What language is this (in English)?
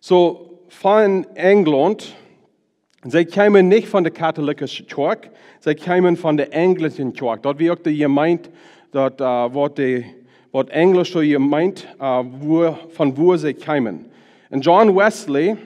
Plautdietsch